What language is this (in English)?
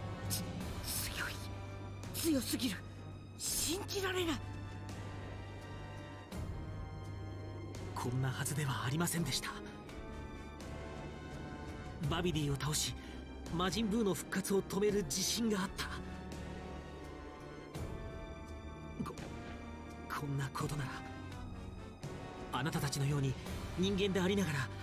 Japanese